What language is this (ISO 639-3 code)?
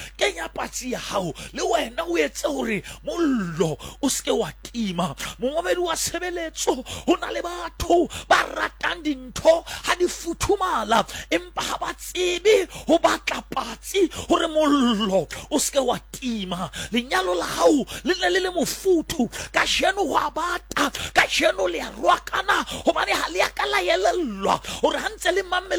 sot